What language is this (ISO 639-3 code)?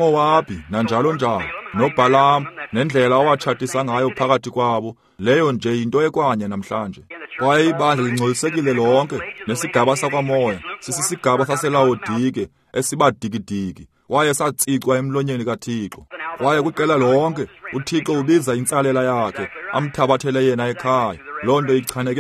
xho